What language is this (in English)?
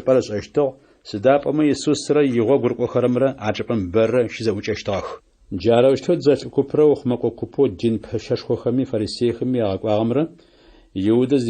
Adyghe